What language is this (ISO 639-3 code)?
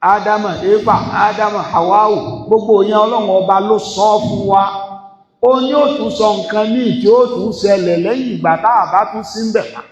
yor